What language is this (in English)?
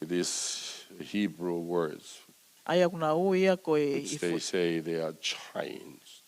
Tongan